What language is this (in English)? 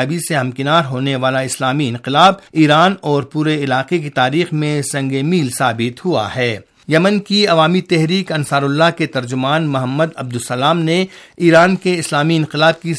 Urdu